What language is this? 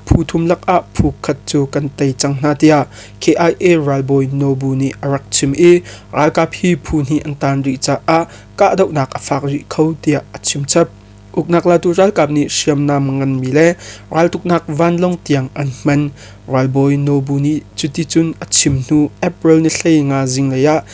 Hakha Chin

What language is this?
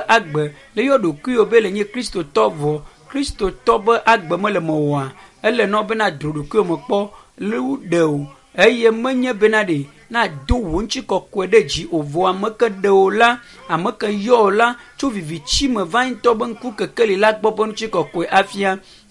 Ewe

